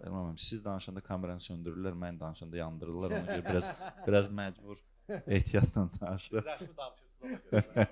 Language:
Azerbaijani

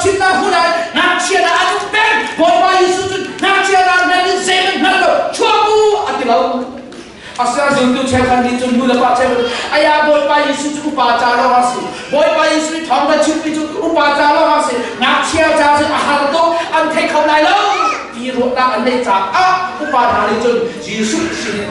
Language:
Hakha Chin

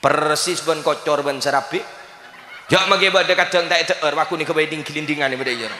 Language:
Madurese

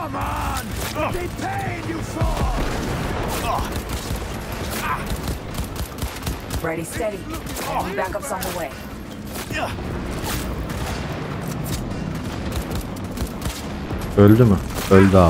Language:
Turkish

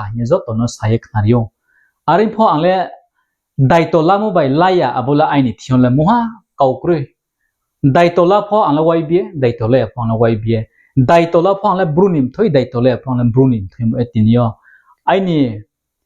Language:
Riang (India)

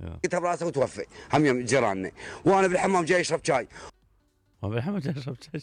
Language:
Mesopotamian Arabic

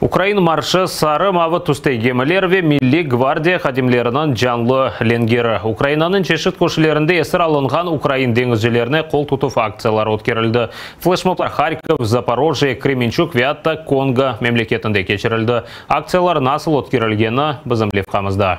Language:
Crimean Tatar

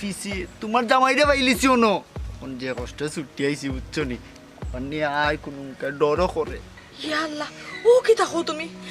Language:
Sylheti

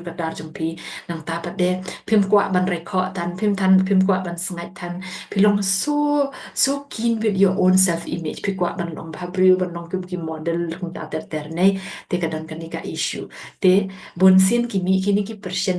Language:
Khasi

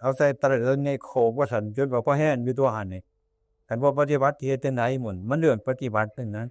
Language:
Northeastern Thai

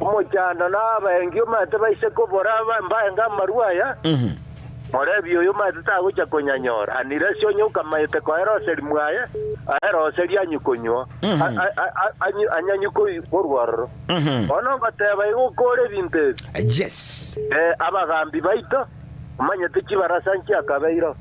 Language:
Gusii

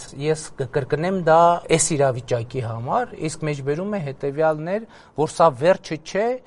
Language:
Armenian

